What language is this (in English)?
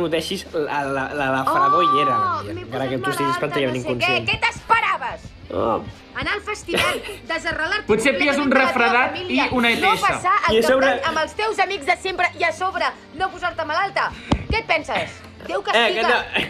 Catalan